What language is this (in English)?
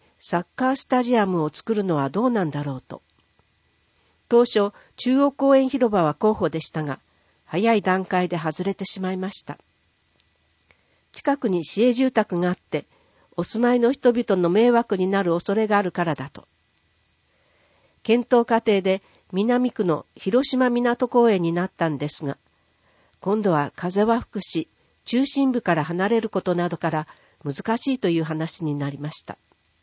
Japanese